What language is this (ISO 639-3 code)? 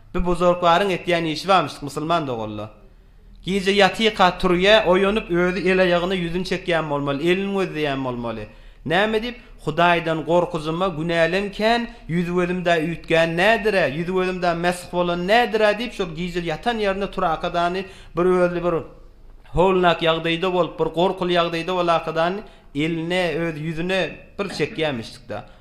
tuk